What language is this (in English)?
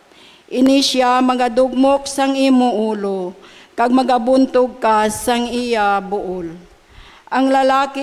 Hiligaynon